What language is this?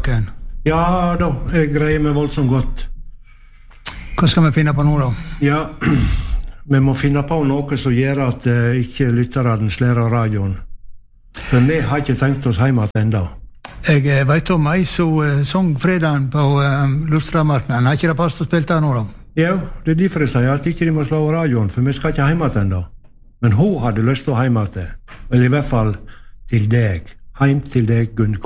Norwegian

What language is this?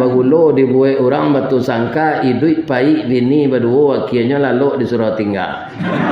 Minangkabau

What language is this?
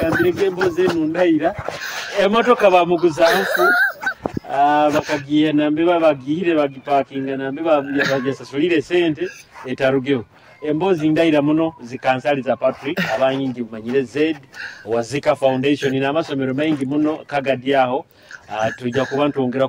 Nyoro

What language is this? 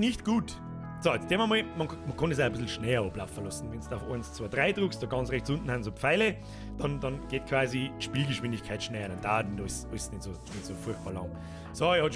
Bavarian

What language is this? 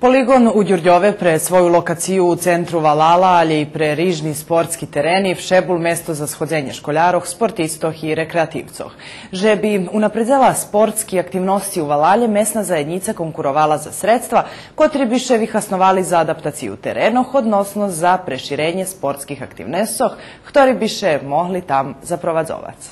Rusyn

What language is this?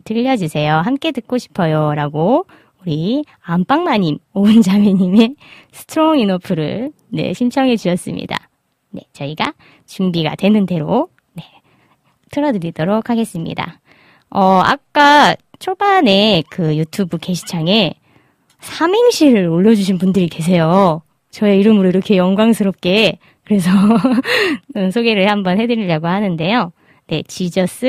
Korean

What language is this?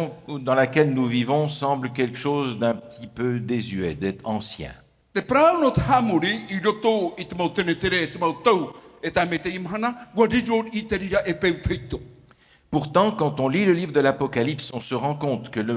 Tahitian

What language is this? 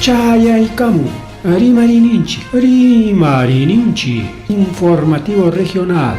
Ayacucho Quechua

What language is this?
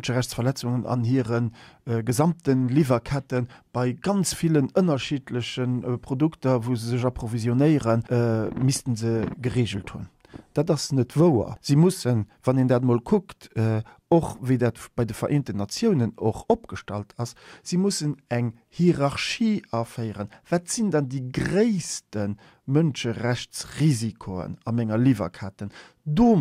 Luxembourgish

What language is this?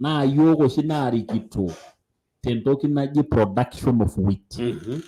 Masai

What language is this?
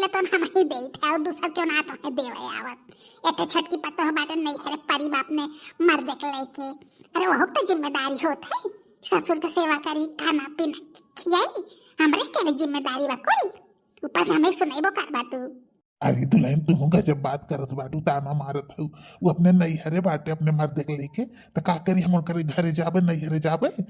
Bhojpuri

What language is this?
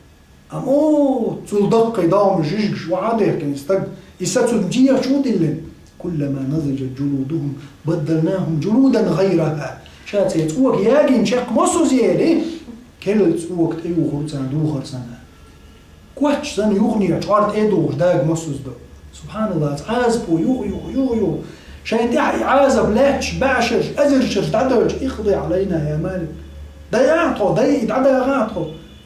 Chechen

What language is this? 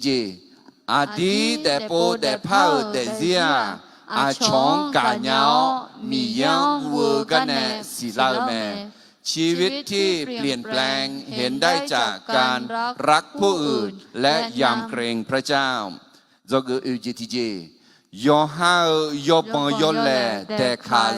Akha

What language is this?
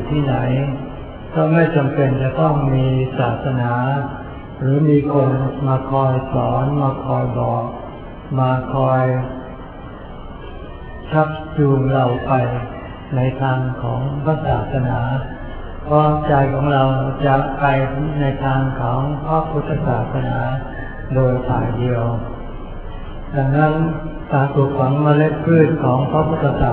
Thai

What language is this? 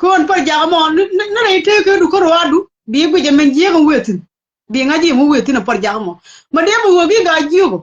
Nuer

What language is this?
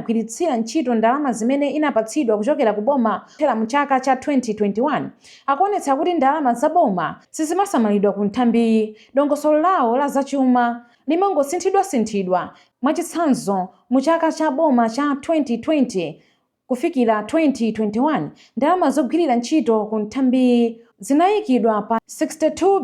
Nyanja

